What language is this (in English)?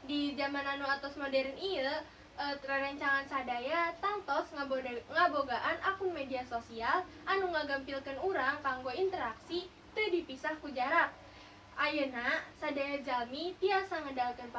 Sundanese